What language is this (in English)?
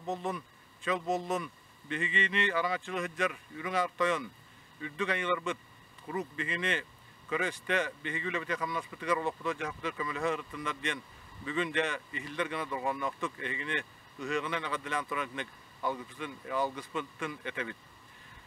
Yakut